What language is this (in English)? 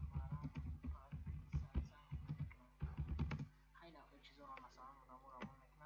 Tajik